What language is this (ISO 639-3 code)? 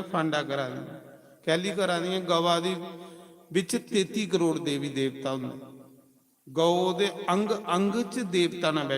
doi